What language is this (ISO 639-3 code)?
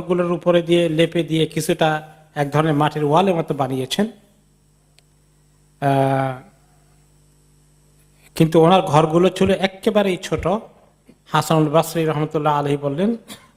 ben